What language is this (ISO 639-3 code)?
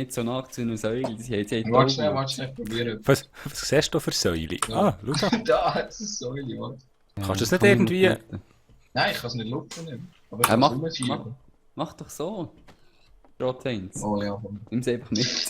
gsw